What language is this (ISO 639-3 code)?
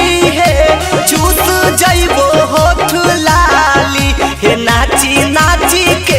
mag